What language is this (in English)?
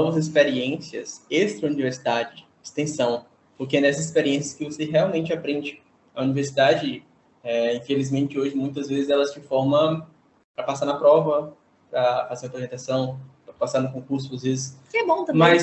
Portuguese